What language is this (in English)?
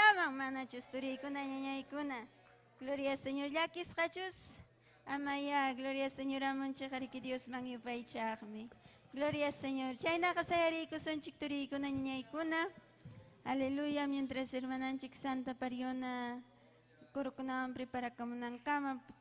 Ayacucho Quechua